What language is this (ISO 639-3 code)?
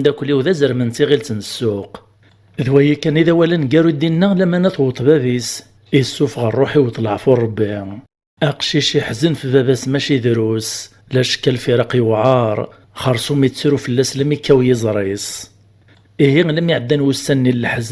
kab